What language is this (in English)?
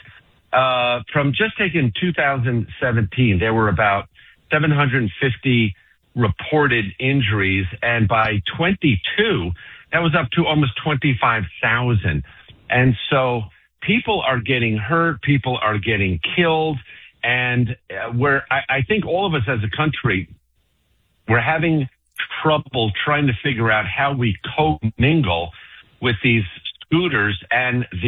English